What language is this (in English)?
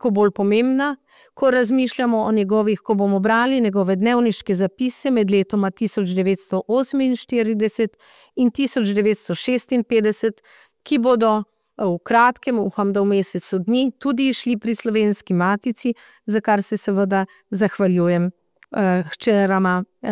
Slovenian